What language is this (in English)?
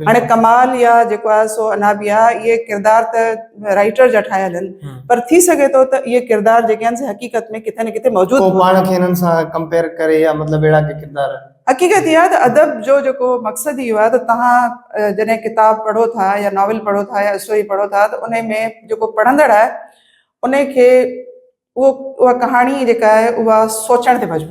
Sindhi